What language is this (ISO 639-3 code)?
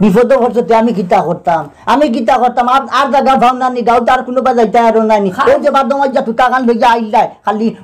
syl